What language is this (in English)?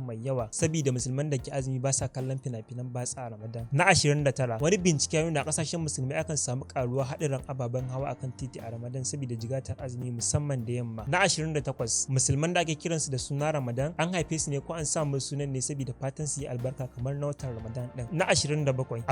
Hausa